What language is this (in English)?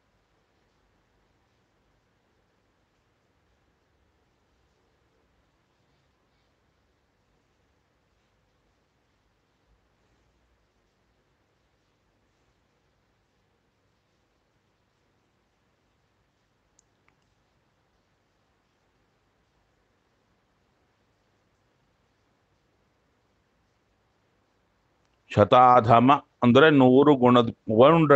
Kannada